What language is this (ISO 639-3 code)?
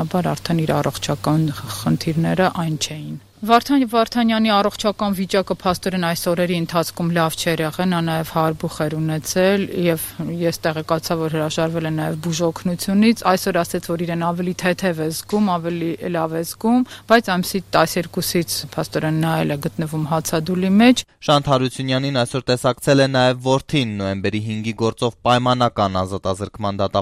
hye